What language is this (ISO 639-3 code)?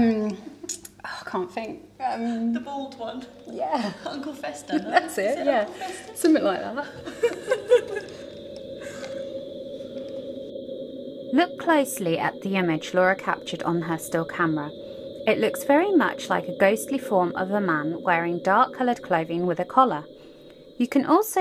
eng